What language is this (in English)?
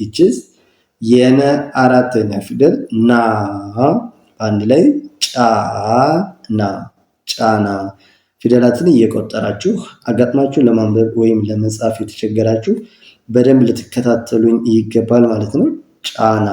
Amharic